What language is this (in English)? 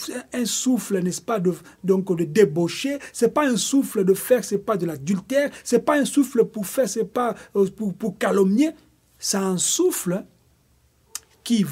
French